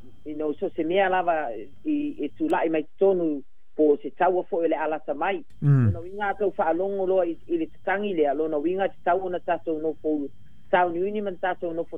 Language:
Samoan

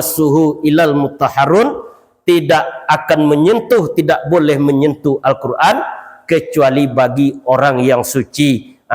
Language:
Minangkabau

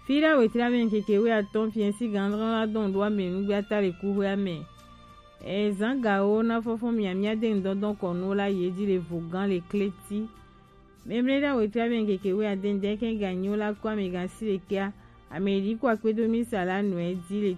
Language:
Gen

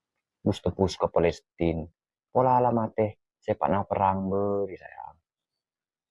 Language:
Madurese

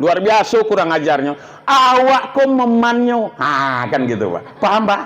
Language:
Minangkabau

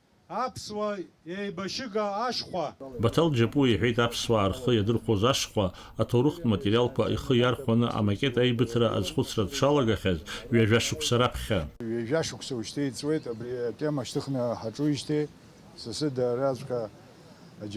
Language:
Abkhazian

